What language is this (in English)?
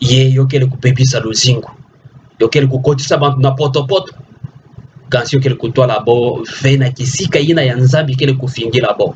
Kituba (Democratic Republic of Congo)